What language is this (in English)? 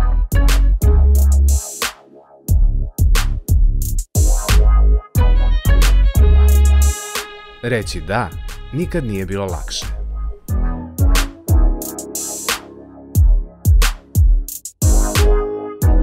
Serbian